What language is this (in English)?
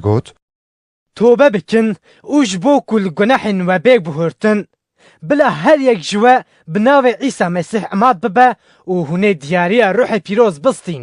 Kurdish